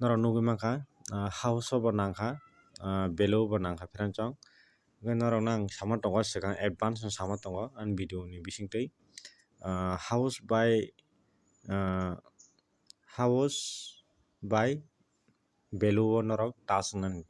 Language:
Kok Borok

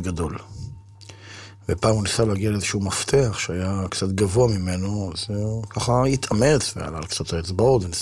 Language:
Hebrew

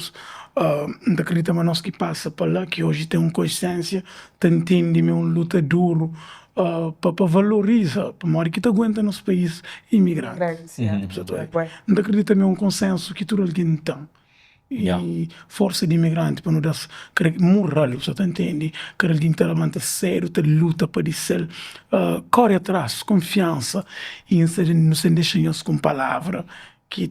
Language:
Kabuverdianu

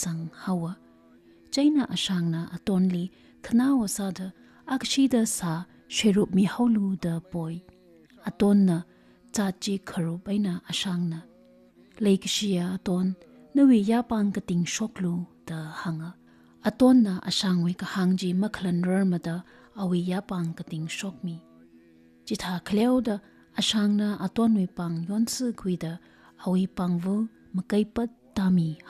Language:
Tangkhul Naga (India)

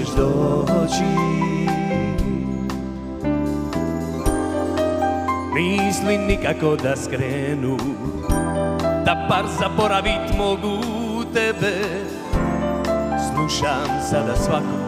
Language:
Croatian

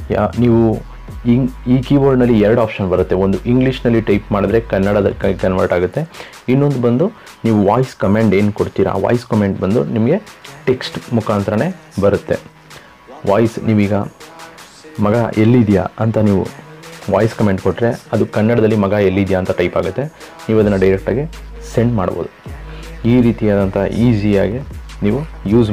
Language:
Kannada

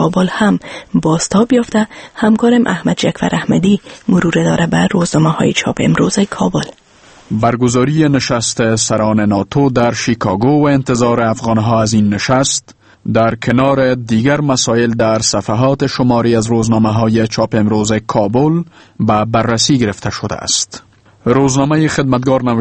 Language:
Persian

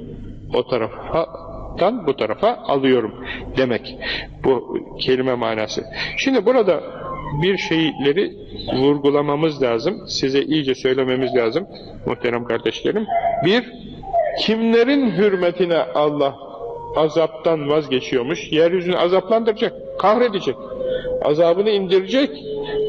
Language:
Turkish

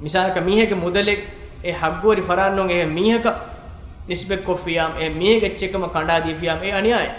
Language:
Divehi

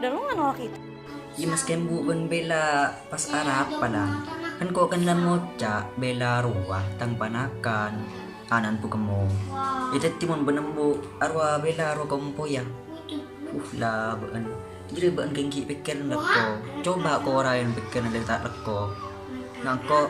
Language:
Madurese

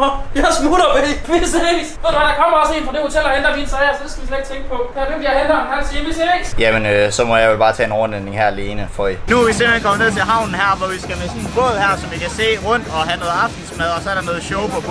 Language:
Danish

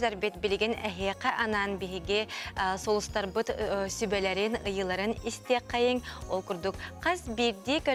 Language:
Yakut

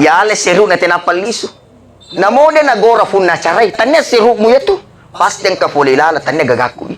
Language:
Buginese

